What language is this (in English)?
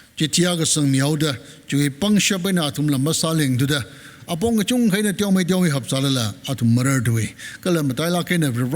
Tangkhul Naga (India)